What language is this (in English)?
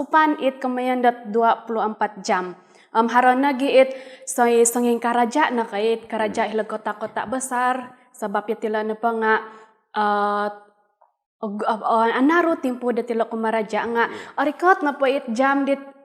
Central Dusun